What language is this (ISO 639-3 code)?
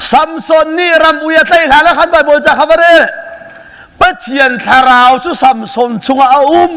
cnh